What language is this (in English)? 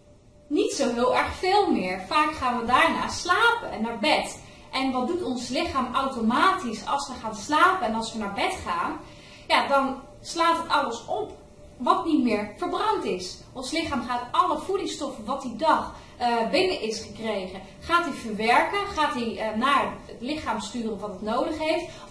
Dutch